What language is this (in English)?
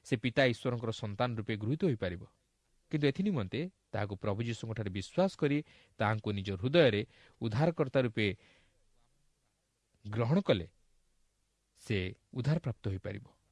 Odia